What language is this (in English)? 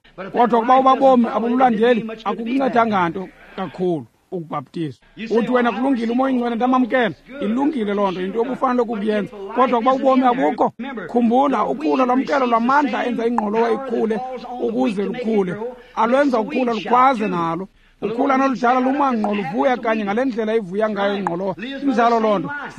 Xhosa